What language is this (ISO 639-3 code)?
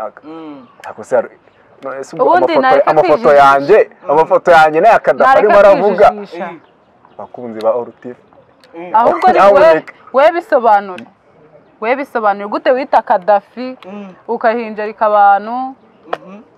kin